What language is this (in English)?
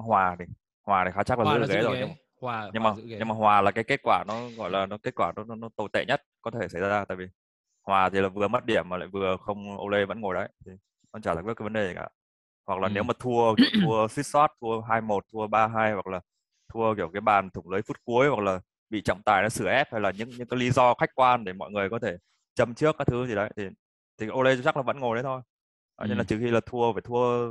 Vietnamese